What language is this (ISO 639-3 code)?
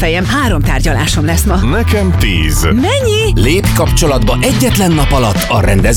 hun